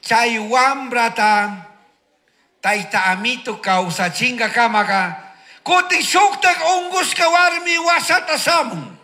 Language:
Chimborazo Highland Quichua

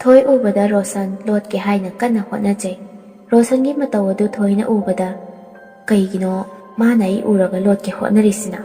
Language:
Manipuri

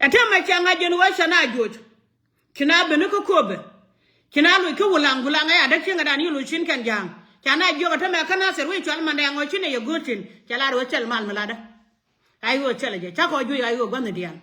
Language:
Nuer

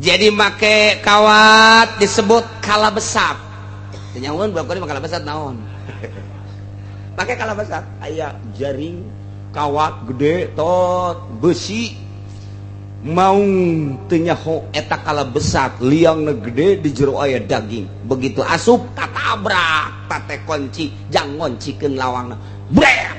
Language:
Sundanese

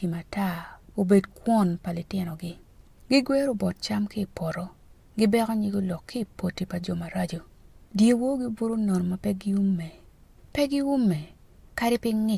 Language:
Acoli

